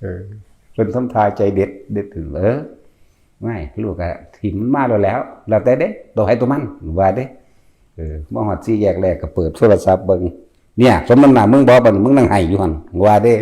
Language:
Northeastern Thai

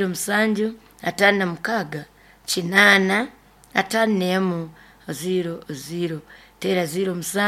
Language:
Nyoro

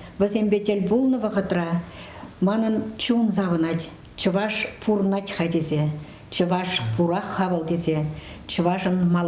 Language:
Chuvash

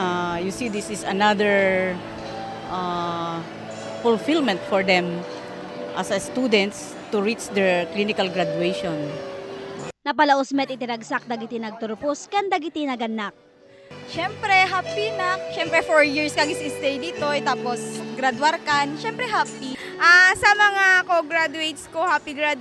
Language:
Iloko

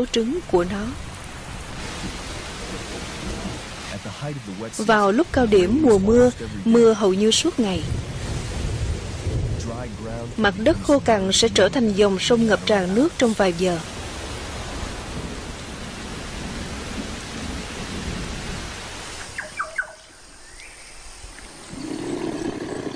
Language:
Vietnamese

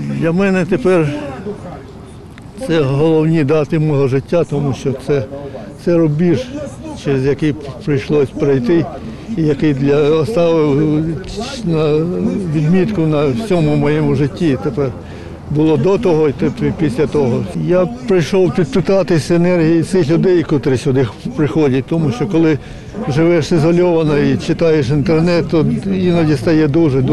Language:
Ukrainian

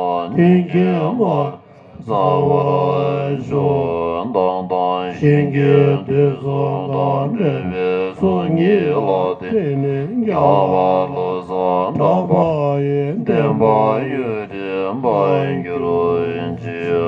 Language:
Tibetan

